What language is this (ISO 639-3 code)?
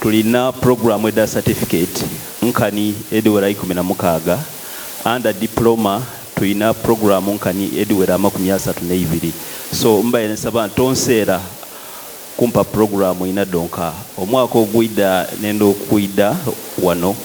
xog